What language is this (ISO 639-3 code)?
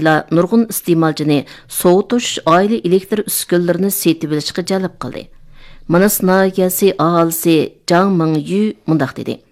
uig